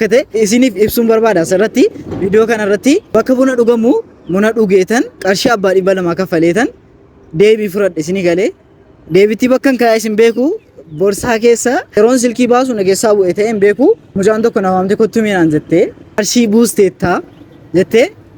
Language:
Oromo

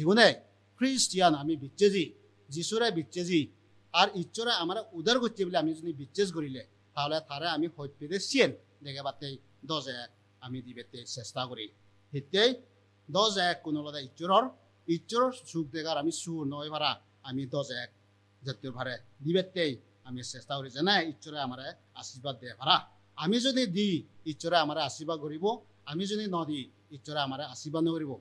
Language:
Chakma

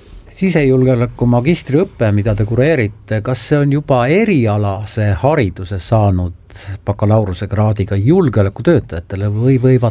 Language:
Estonian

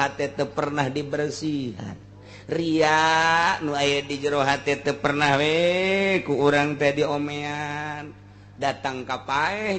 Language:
Sundanese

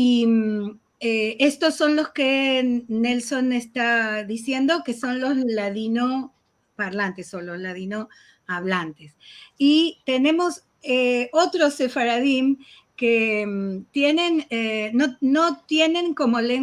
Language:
Ladino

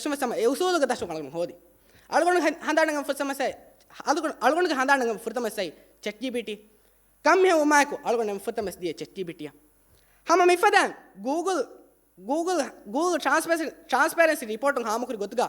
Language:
Divehi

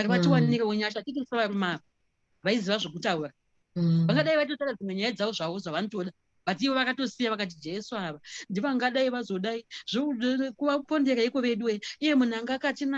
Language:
Shona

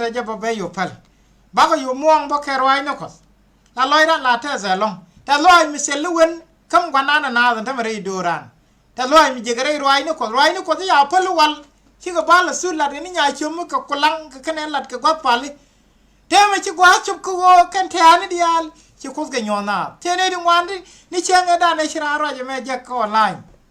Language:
Nuer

